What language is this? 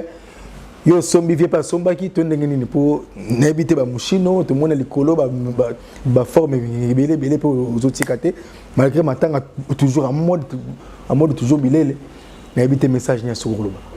Lingala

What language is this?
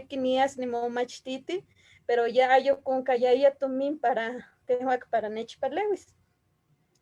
Eastern Huasteca Nahuatl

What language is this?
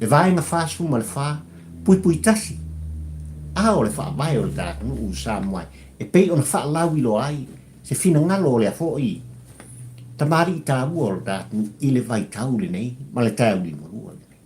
Samoan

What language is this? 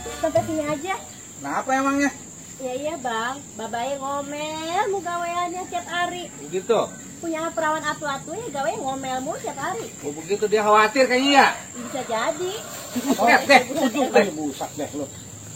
Betawi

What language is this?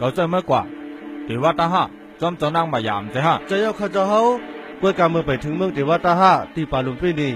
Shan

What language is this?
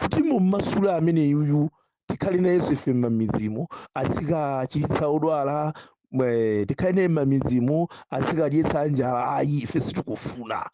Nyanja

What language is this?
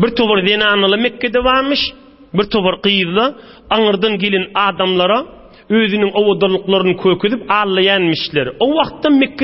Turkmen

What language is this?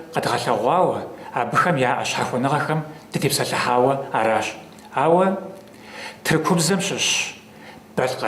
Kabardian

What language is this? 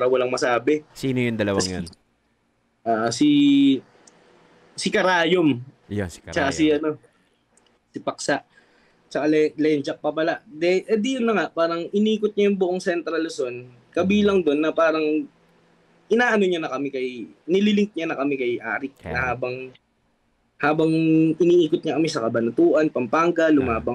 Filipino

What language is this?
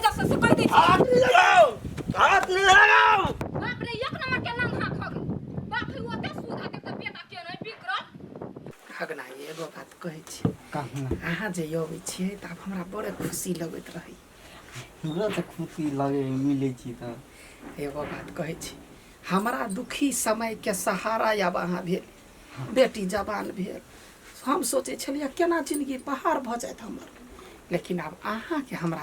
Maithili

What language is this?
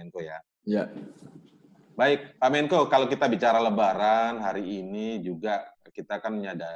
Indonesian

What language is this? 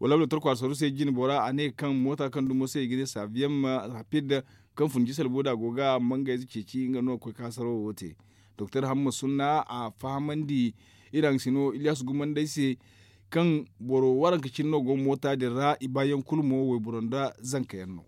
Zarma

